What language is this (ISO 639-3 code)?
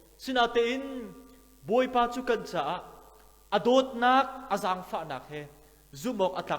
cnh